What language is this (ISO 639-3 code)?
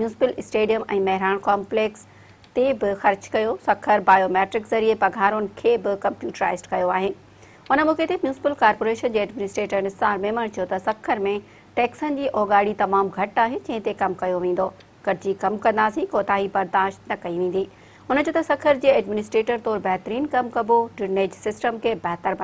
snd